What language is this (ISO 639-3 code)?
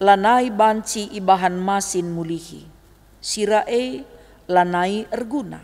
btx